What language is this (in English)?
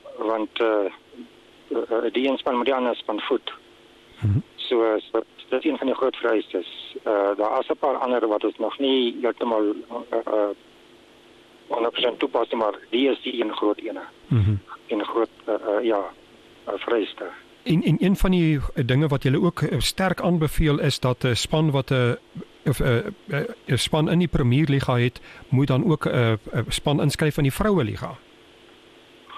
Afrikaans